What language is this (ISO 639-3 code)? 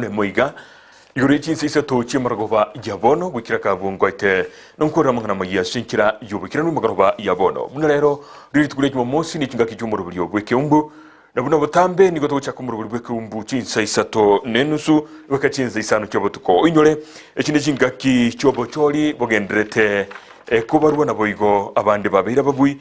guz